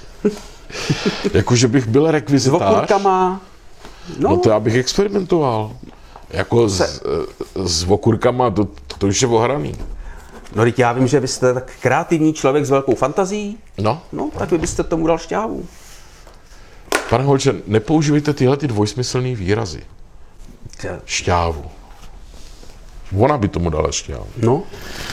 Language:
Czech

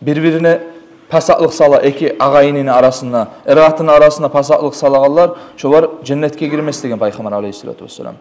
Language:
Kumyk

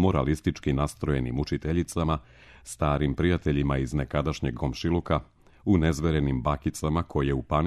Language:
Serbian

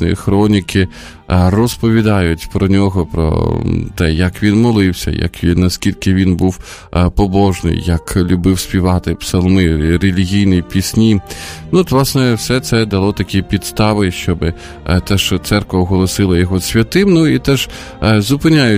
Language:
Ukrainian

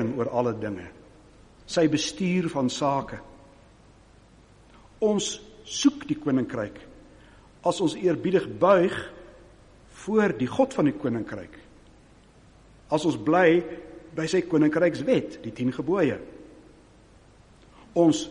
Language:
Afrikaans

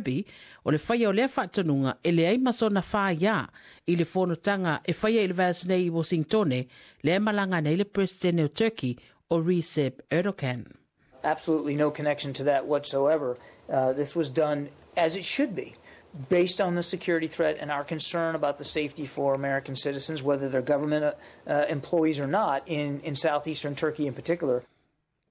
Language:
Samoan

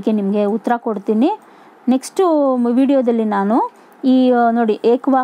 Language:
Kannada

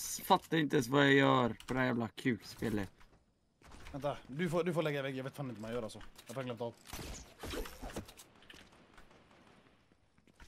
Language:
Swedish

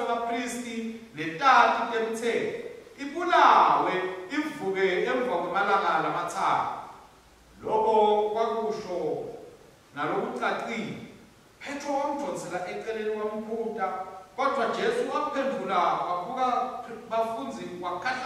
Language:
Swati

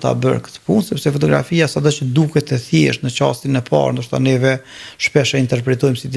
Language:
Albanian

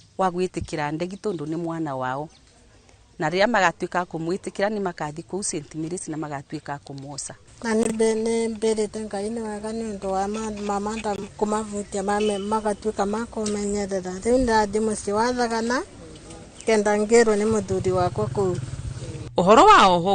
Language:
Kikuyu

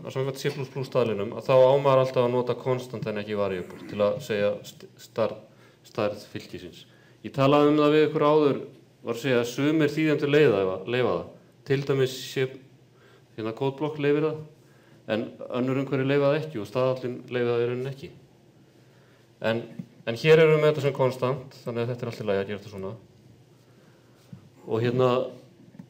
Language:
Icelandic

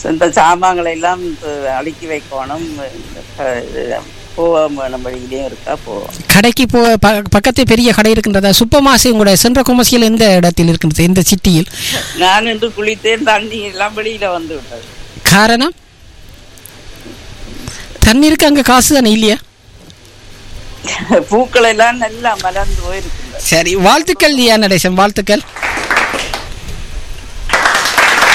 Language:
Tamil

